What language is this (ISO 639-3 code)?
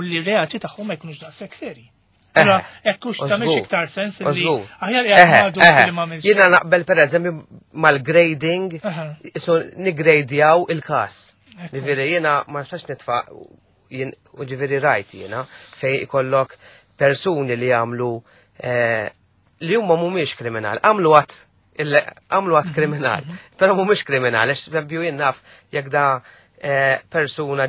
mlt